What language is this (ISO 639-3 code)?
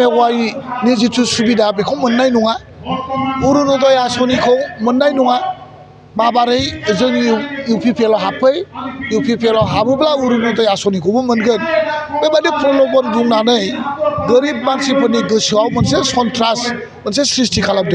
brx